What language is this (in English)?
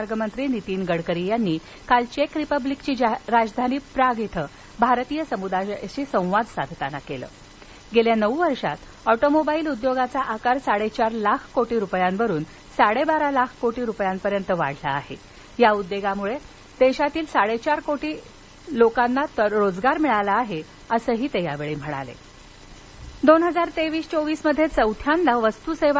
Marathi